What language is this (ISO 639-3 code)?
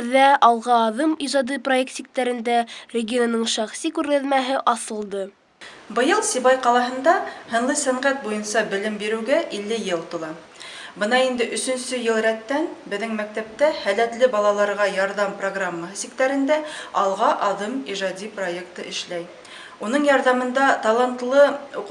bak